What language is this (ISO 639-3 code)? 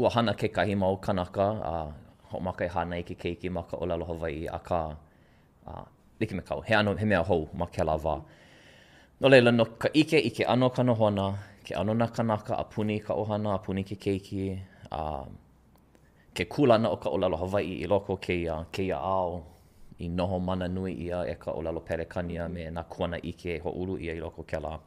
haw